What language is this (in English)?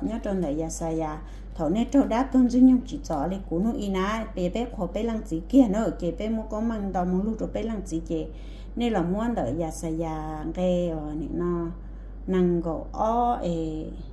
Hmong